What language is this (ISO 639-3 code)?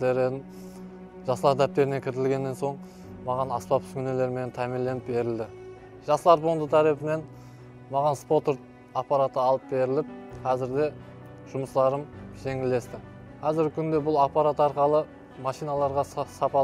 kaa